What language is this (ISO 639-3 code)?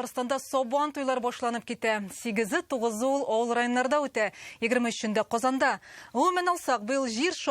tat